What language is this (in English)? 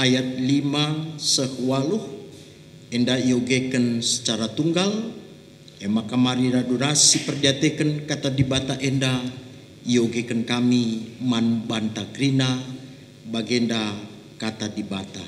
Batak Karo